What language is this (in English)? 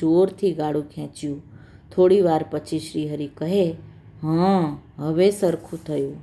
Gujarati